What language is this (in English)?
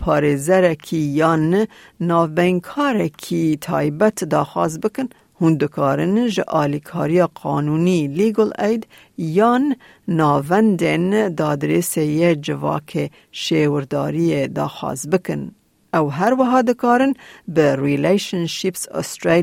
Kurdish